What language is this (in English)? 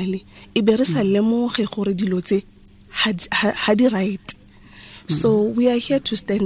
Tswana